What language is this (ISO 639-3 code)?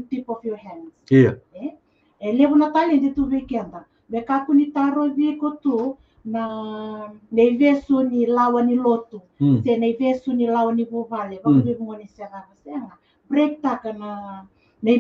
fij